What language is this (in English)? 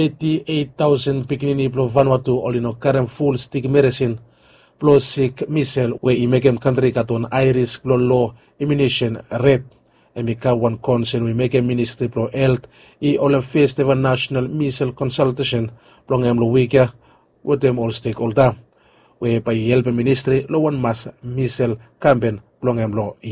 Bislama